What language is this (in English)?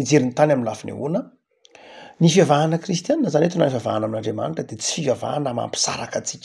Malagasy